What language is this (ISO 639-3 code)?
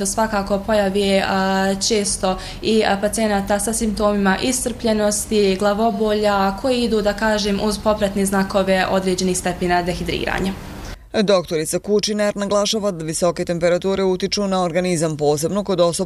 bos